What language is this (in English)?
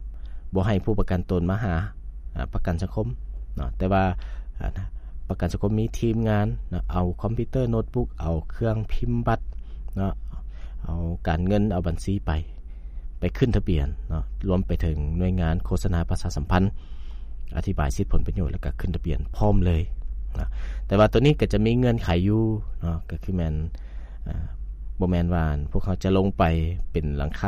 Lao